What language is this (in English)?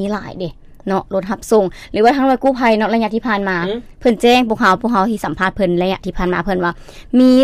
Lao